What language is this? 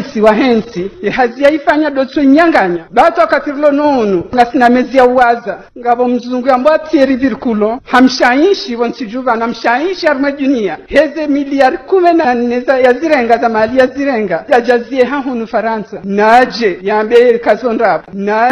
Ngazidja Comorian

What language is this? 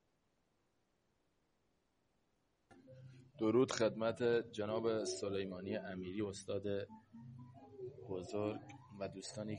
Persian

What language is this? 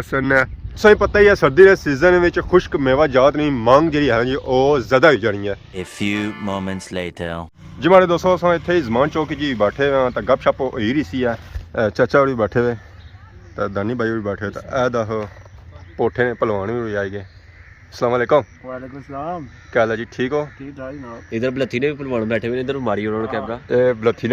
Pahari-Potwari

